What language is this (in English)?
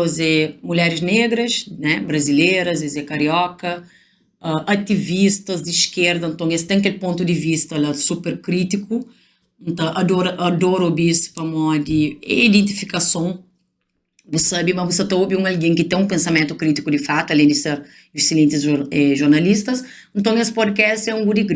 Kabuverdianu